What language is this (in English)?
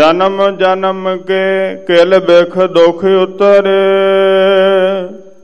Punjabi